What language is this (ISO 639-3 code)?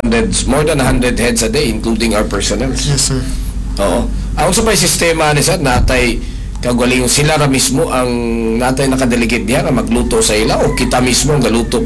ceb